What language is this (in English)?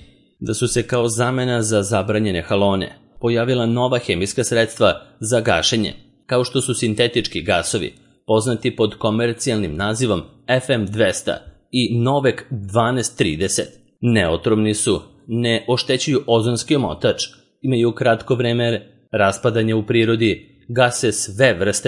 Serbian